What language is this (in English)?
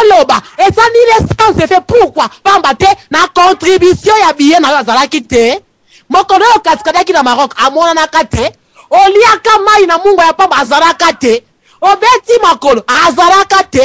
Lingala